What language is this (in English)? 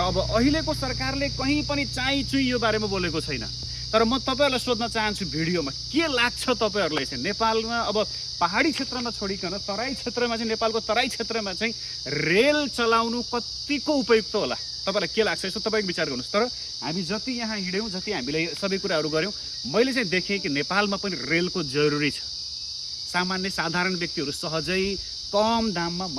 Nepali